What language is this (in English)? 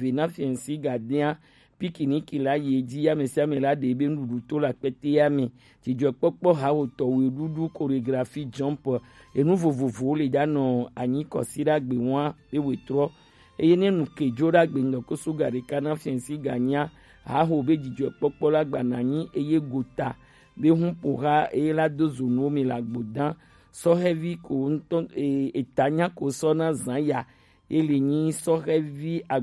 Gen